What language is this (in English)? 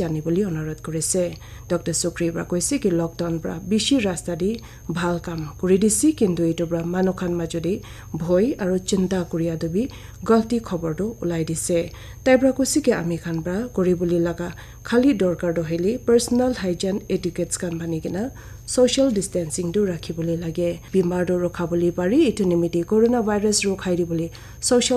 Naga Pidgin